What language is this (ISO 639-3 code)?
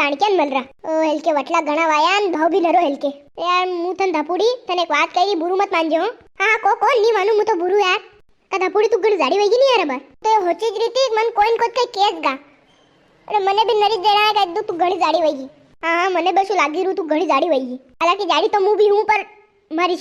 raj